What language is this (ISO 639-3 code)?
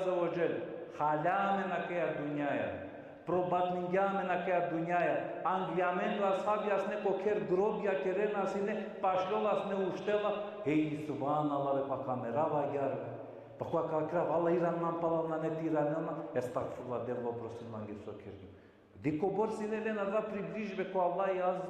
rmn